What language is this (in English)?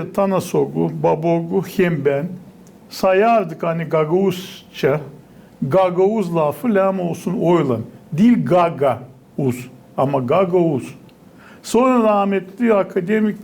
Gagauz